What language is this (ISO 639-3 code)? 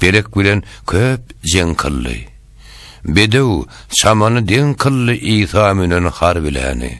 tuk